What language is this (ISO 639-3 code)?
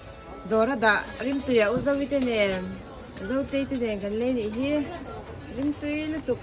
lus